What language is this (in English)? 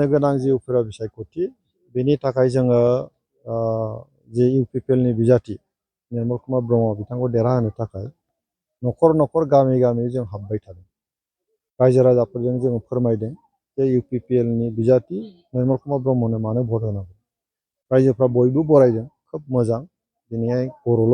Bodo